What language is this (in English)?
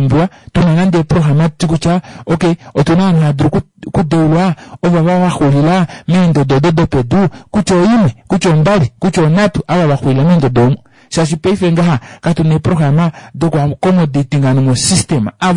Kuanyama